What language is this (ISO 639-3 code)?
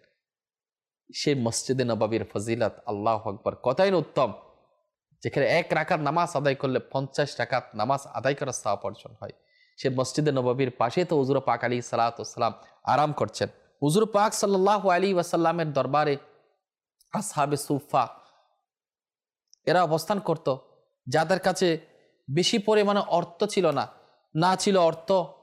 ben